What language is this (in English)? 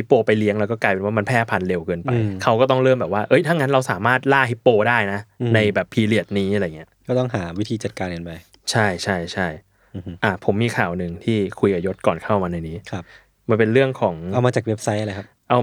Thai